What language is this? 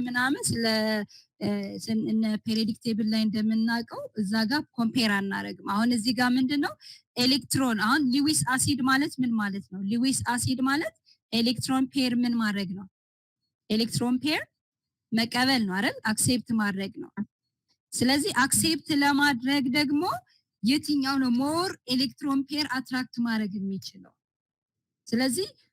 Amharic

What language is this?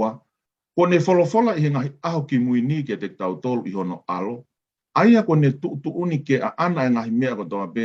Tongan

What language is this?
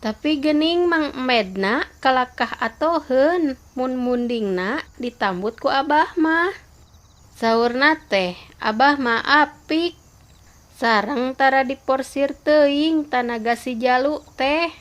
Sundanese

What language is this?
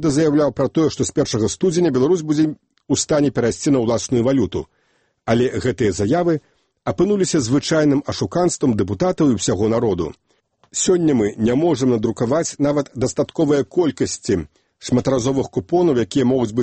Belarusian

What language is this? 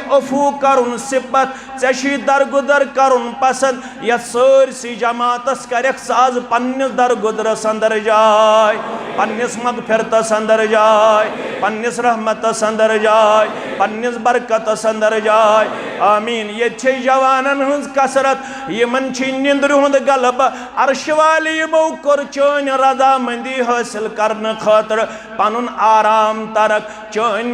Kashmiri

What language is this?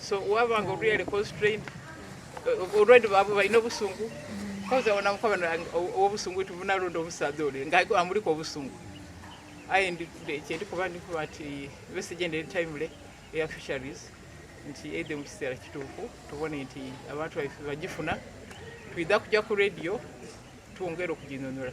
Soga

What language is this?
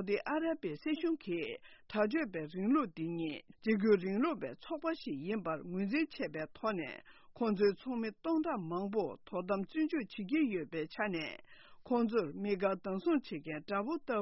Tibetan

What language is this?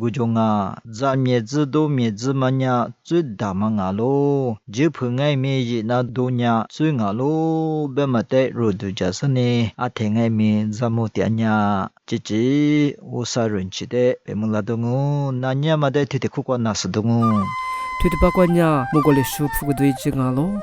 Lisu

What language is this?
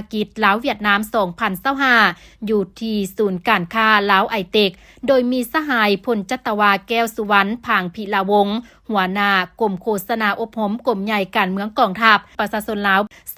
Lao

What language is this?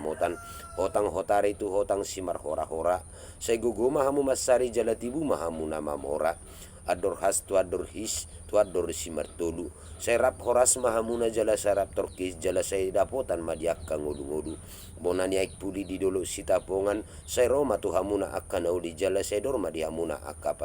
Batak Toba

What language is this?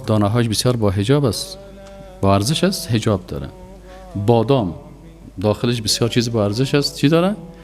Persian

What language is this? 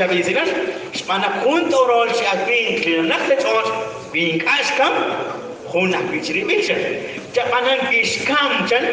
Kekchí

